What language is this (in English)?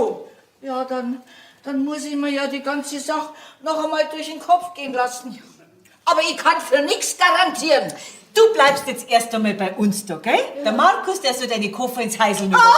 Bavarian